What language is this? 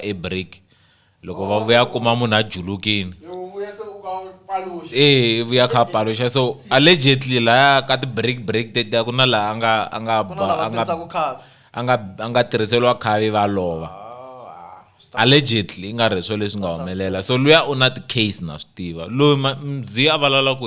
Tsonga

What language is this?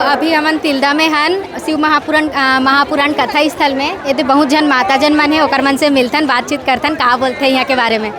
Chhattisgarhi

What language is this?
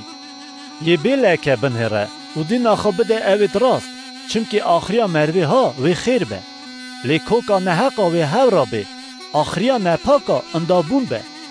Kurdish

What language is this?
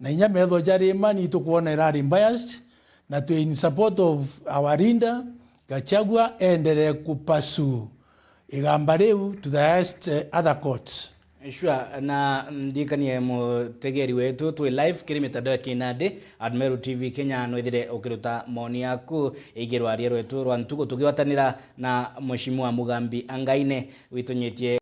Meru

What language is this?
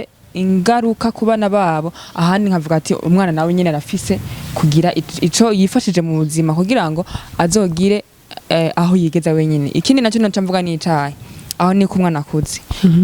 Rundi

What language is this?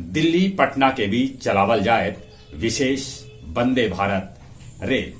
Magahi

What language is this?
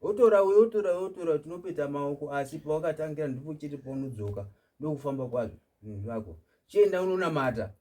Shona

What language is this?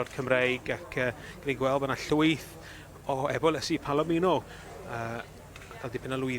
Welsh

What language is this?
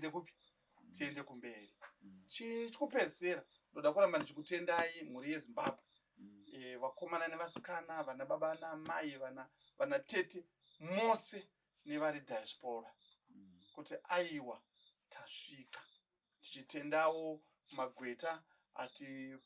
Shona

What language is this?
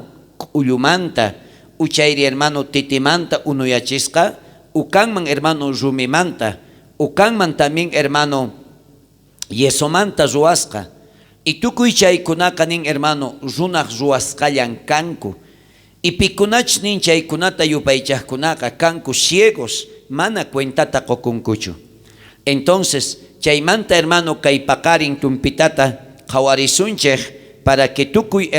South Bolivian Quechua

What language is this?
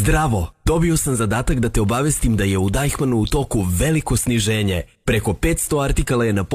Serbian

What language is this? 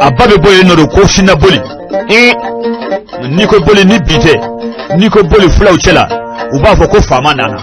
Bambara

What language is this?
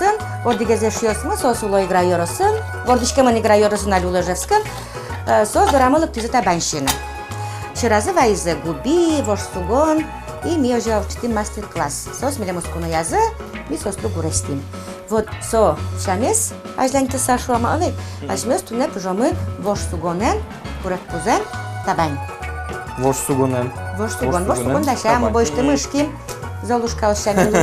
Udmurt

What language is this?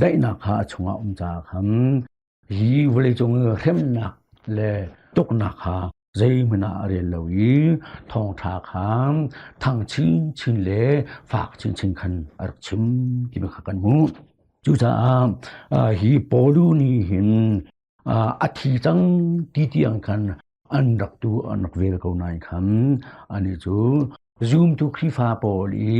Hakha Chin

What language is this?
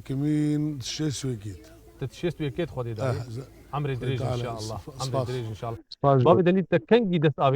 Kurdish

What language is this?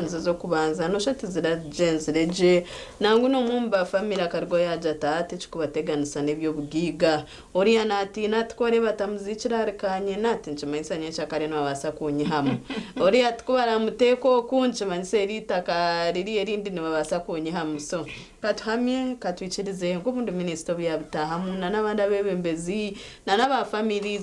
Nyankole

